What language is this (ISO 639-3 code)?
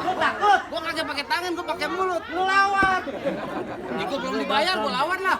bew